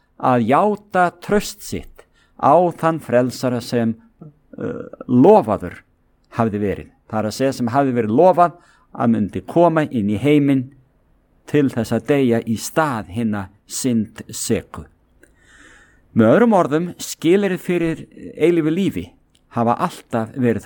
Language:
Icelandic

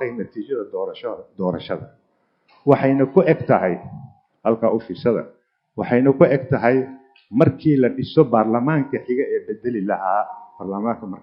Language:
Somali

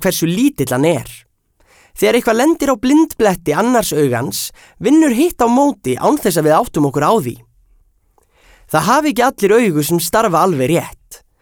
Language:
Icelandic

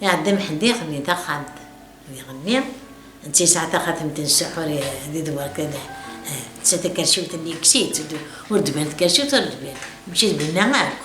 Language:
Kabyle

